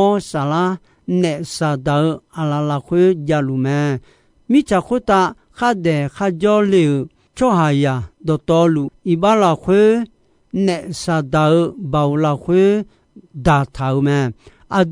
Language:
Akha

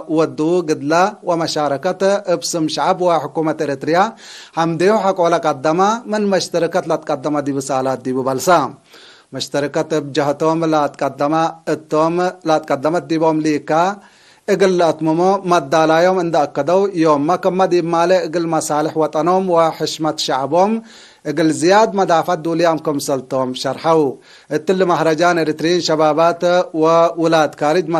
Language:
Tigre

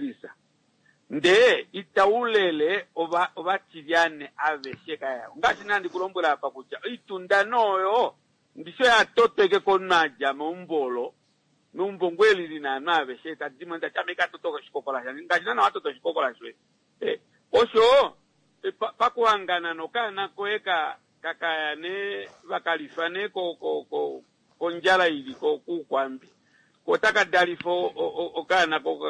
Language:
Kuanyama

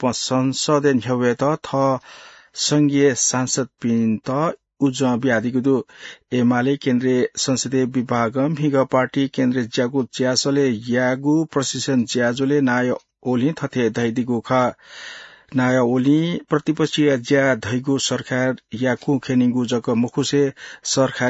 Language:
Newari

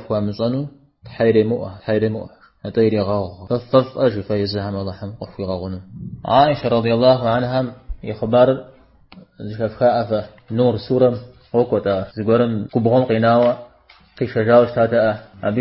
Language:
Kabardian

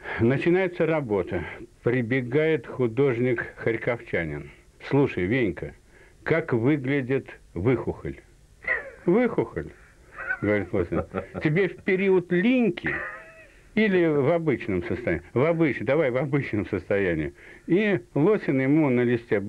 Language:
Russian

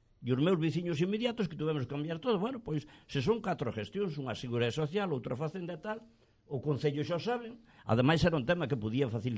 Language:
Galician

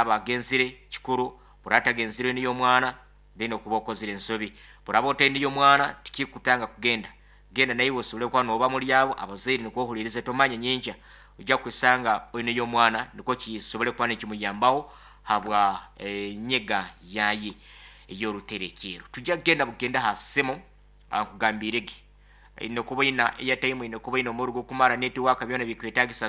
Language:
Nyoro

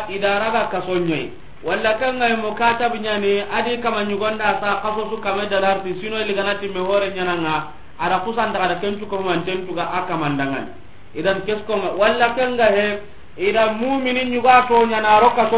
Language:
Soninke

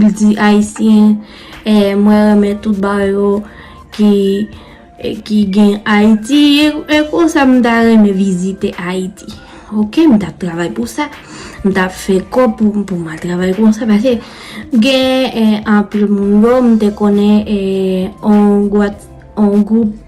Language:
Haitian Creole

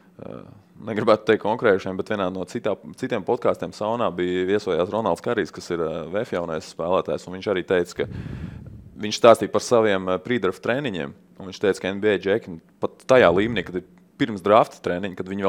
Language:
Latvian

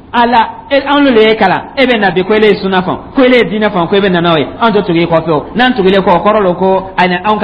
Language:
Dyula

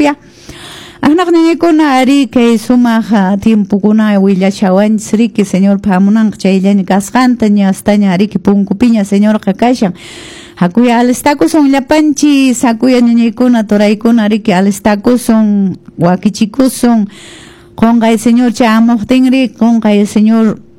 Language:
Quechua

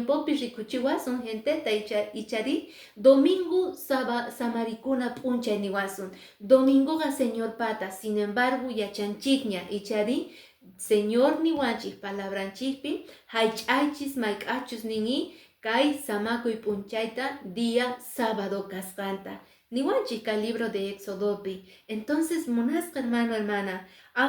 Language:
Quechua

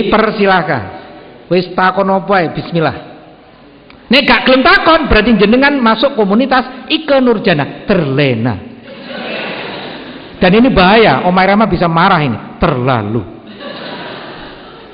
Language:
Indonesian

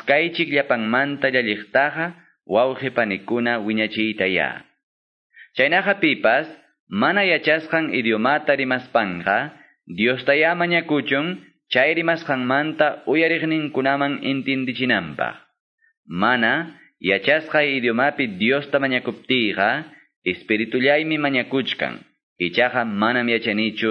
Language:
Quechua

